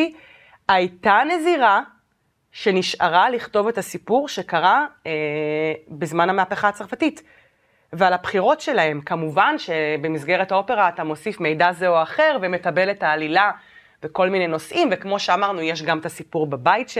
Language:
Hebrew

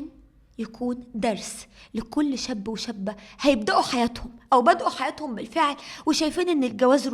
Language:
Egyptian Arabic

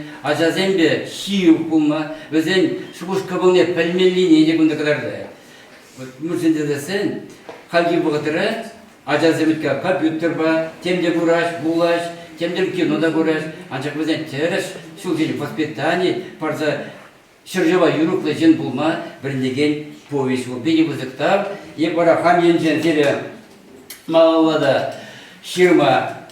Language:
Chuvash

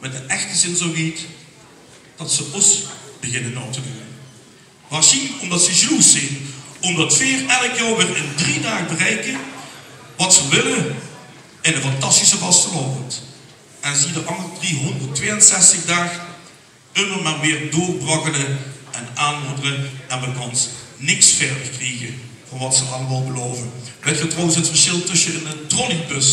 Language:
Limburgish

